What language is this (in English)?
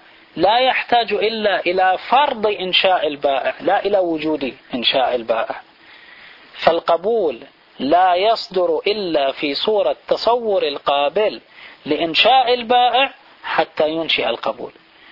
Arabic